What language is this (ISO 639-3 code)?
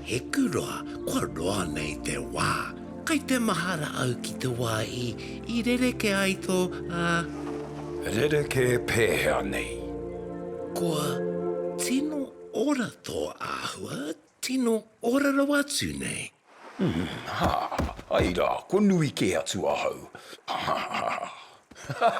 mri